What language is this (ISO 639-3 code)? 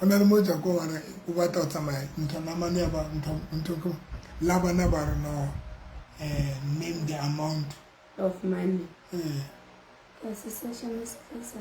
sot